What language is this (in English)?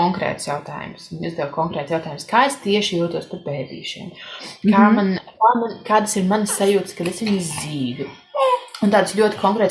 Latvian